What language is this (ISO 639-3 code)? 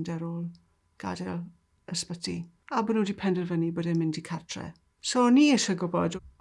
cym